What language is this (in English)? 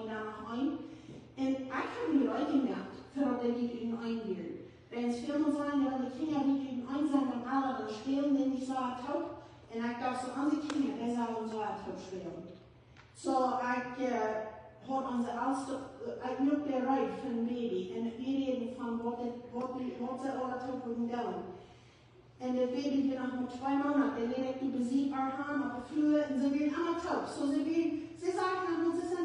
Plautdietsch